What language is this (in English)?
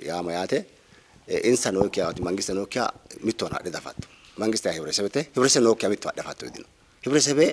Sidamo